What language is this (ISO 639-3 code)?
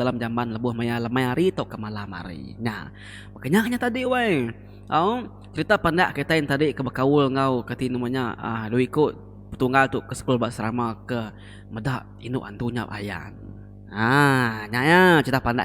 iba